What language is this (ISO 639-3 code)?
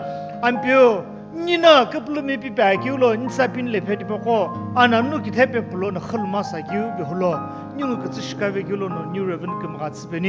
nsm